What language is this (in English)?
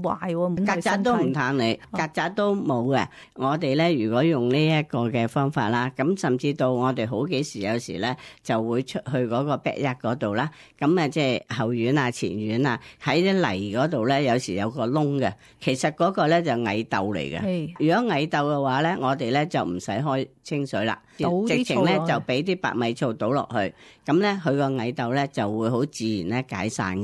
Cantonese